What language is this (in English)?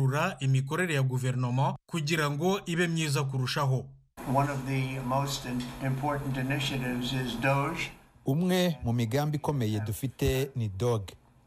Kinyarwanda